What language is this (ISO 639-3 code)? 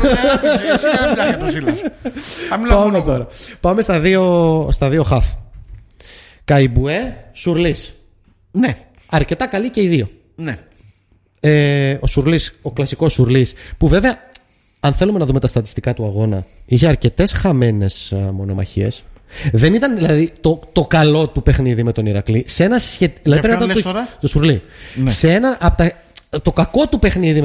ell